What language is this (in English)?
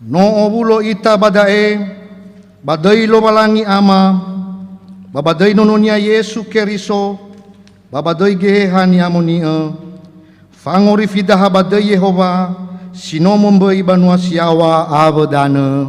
Nias